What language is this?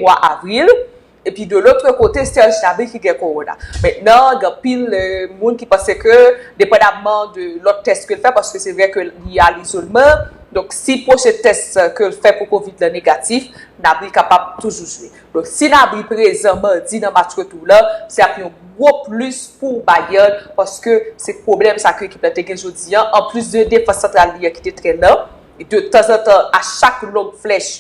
Haitian Creole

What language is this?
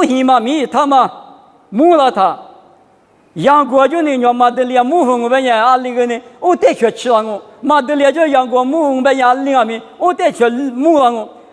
Lisu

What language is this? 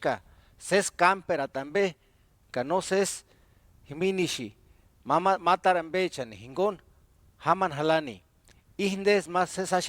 Purepecha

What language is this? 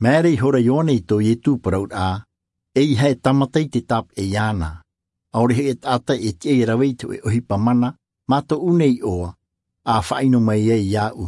Tahitian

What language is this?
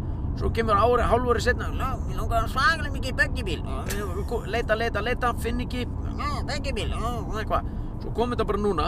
Icelandic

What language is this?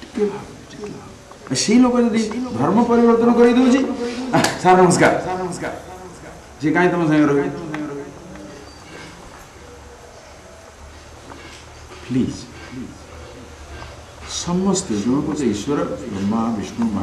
Odia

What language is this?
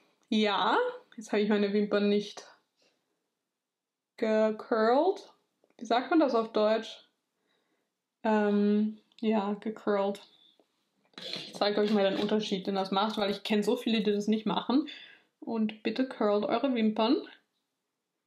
German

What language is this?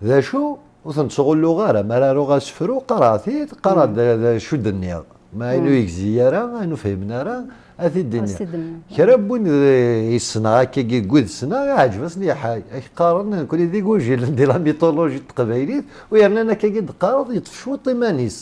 Kabyle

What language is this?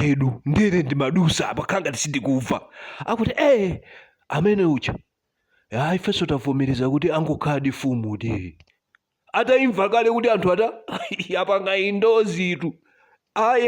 Nyanja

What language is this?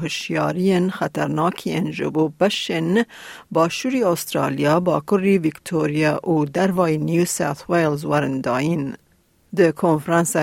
Kurdish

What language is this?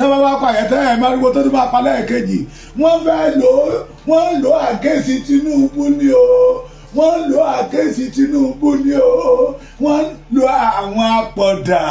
Yoruba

